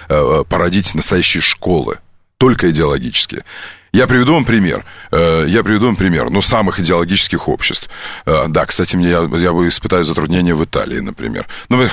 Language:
Russian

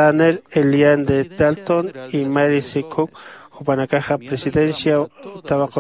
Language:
Aymara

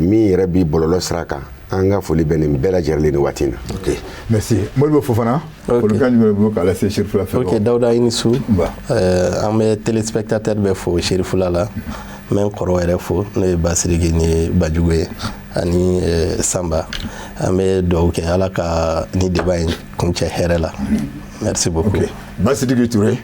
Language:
Bambara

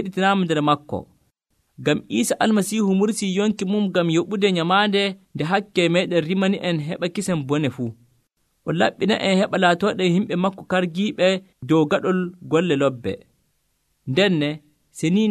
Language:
Nigerian Fulfulde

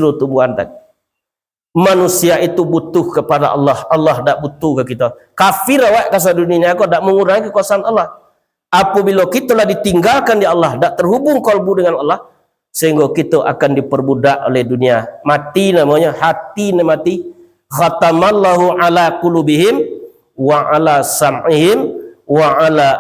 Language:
Minangkabau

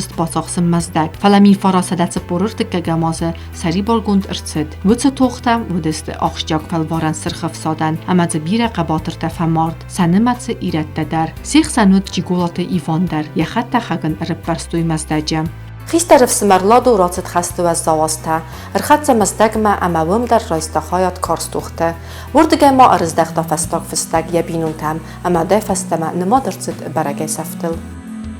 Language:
Ossetic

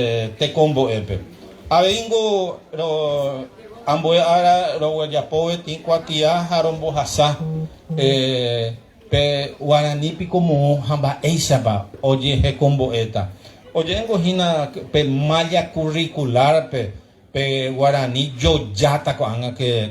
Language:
Guarani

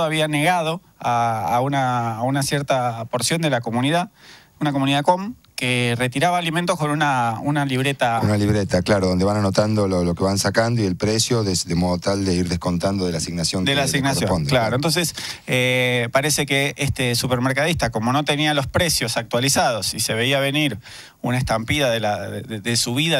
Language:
Spanish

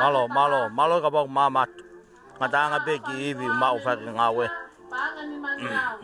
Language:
Tongan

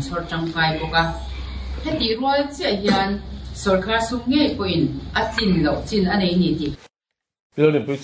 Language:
Mizo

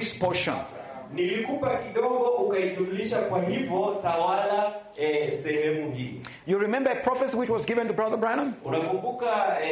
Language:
Swahili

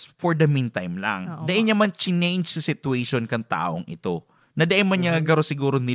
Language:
Bikol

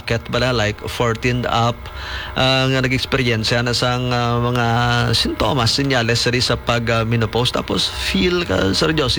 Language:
Hiligaynon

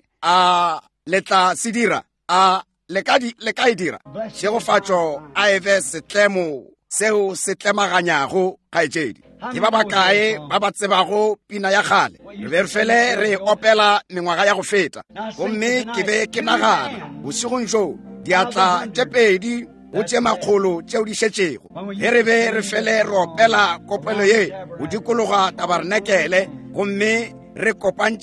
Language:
Northern Sotho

